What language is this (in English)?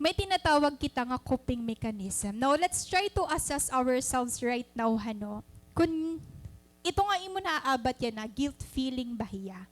Waray